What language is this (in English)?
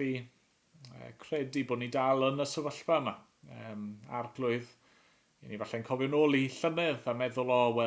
Welsh